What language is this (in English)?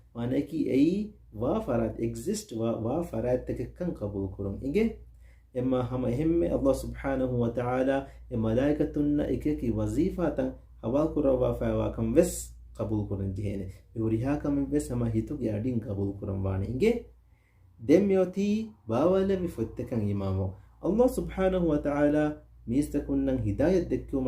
Divehi